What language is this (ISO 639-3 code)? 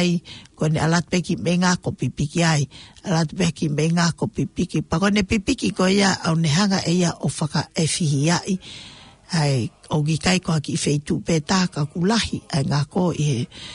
ton